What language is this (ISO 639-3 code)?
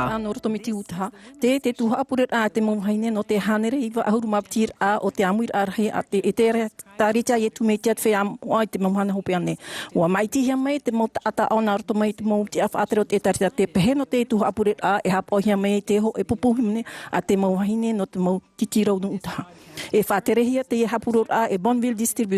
tah